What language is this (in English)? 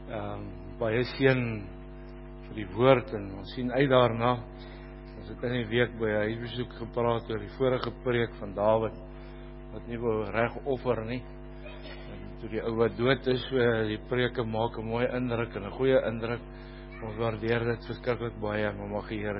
Afrikaans